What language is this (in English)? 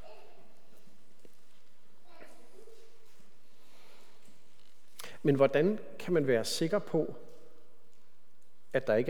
Danish